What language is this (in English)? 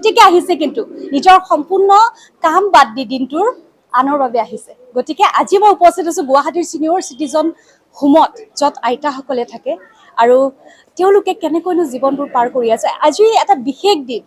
Assamese